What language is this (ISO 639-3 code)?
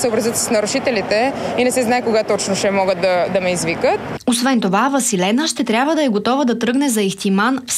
bul